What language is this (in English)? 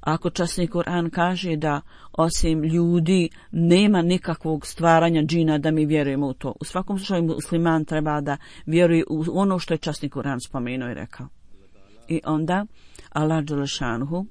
Bosnian